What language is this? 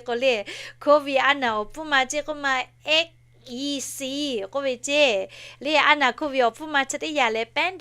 Lahu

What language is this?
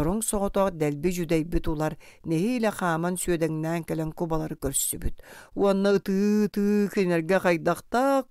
Yakut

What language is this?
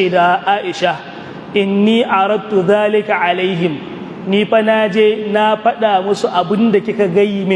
Hausa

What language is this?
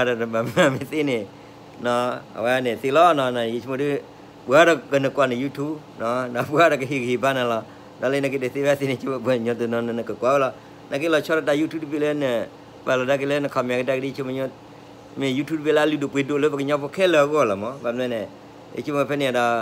S'gaw Karen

